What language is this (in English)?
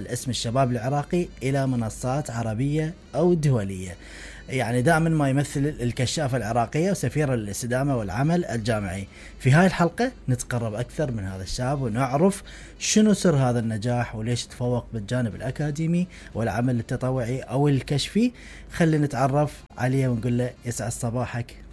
Mesopotamian Arabic